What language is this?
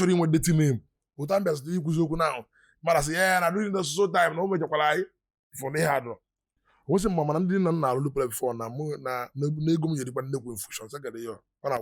Igbo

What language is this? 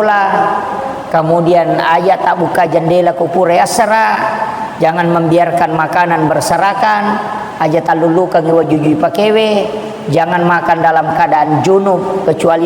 Buginese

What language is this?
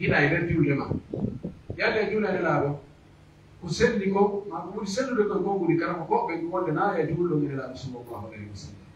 Pular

